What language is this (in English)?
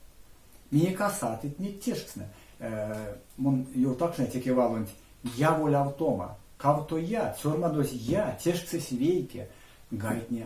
Erzya